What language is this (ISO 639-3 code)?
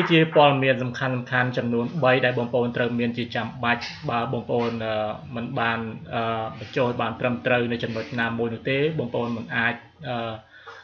khm